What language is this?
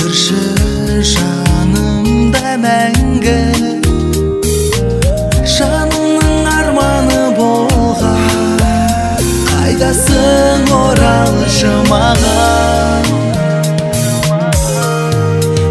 Kazakh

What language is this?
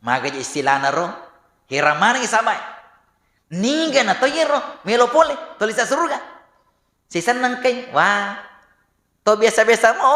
Buginese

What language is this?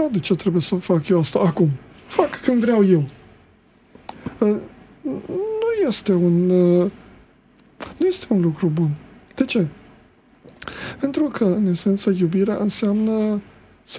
Romanian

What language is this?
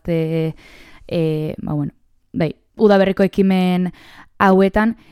Basque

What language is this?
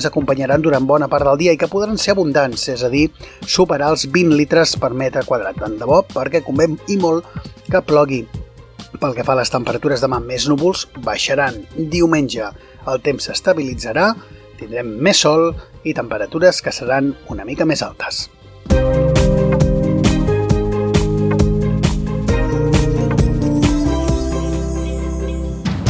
Catalan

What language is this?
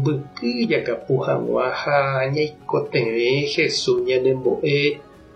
Guarani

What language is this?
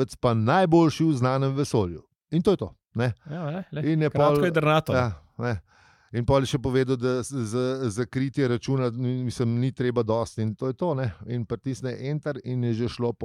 Slovenian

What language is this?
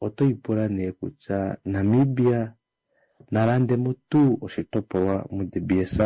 Kuanyama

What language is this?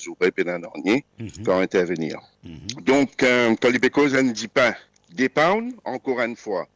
Morisyen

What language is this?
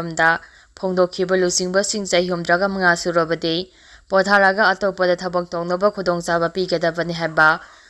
Manipuri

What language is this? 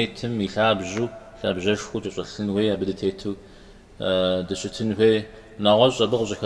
Kabardian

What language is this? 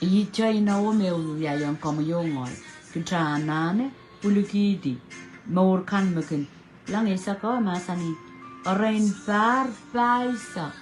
Pohnpeian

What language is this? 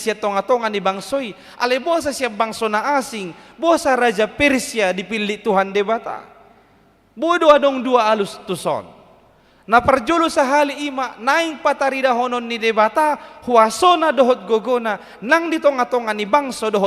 Batak Toba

